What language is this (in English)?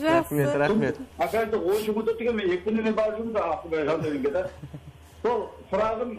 Kara-Kalpak